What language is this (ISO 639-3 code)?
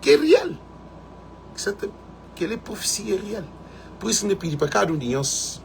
kea